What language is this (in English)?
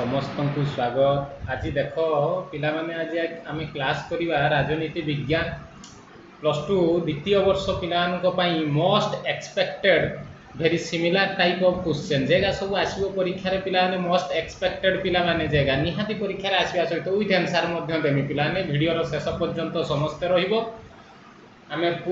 Odia